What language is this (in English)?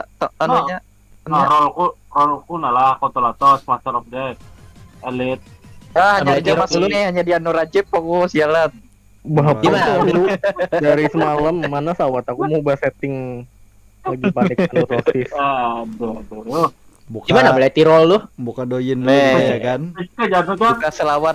Banjar